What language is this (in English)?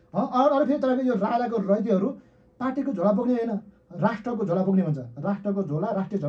Nepali